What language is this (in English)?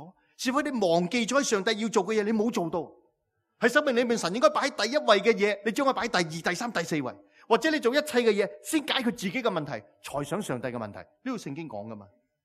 Cantonese